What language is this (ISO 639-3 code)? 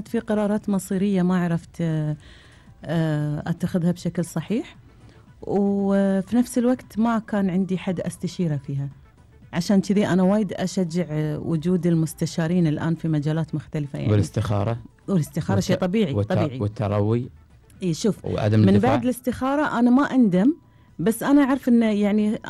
afb